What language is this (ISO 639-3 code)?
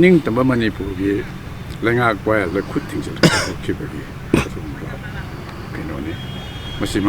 mni